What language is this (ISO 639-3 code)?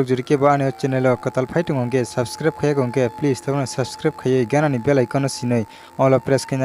trp